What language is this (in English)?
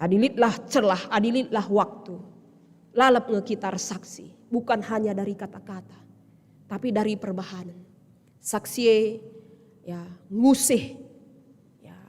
Batak Karo